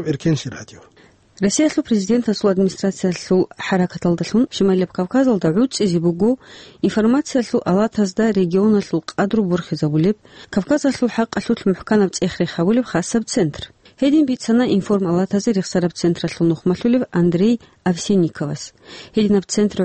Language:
Avaric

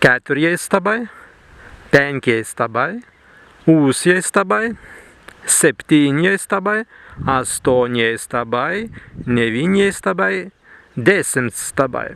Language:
Prussian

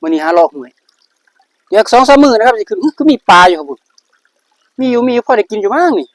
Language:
Northeastern Thai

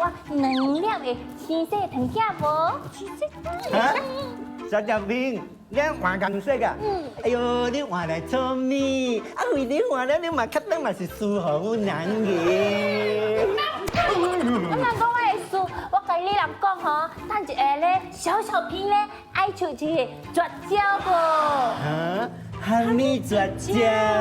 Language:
Min Nan Chinese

